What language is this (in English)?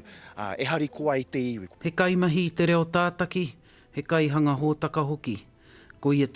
Māori